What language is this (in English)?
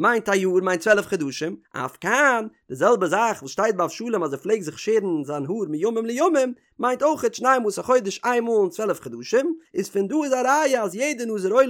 Yiddish